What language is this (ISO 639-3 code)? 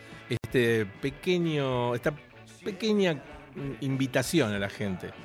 spa